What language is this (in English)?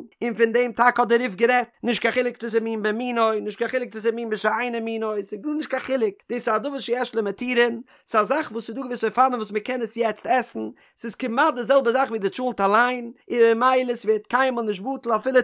Yiddish